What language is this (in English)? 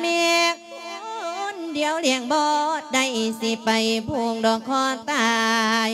Lao